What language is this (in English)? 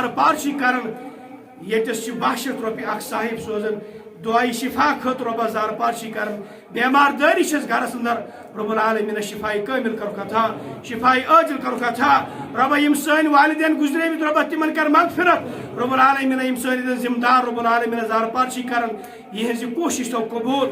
Kashmiri